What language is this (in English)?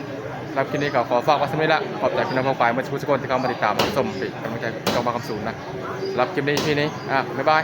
Northeastern Thai